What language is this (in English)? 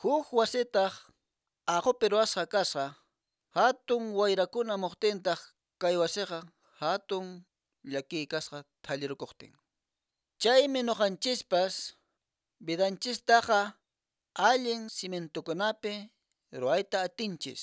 Quechua